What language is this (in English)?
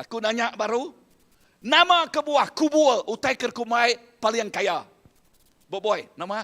Iban